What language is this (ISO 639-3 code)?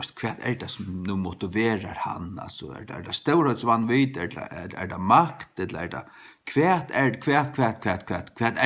fao